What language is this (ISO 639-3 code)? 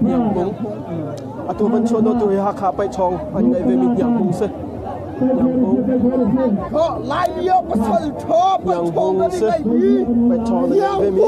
cnh